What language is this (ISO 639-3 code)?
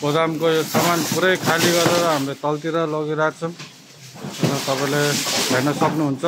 nep